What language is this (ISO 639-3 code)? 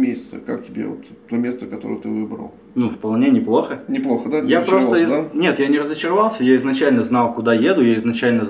rus